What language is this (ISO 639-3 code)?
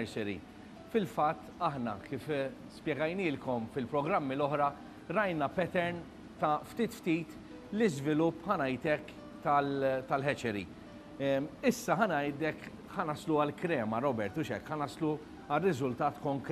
mlt